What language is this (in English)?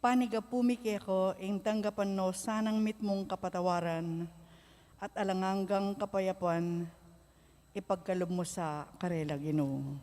Pampanga